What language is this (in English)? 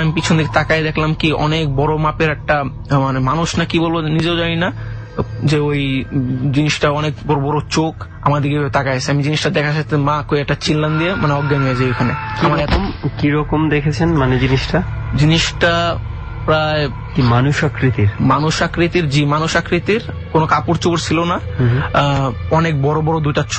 Bangla